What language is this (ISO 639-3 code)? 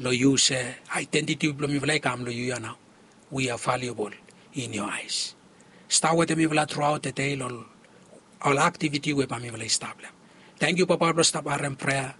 bis